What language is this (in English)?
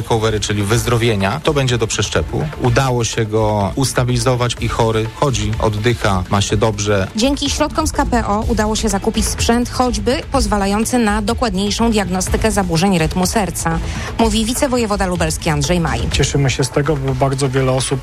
Polish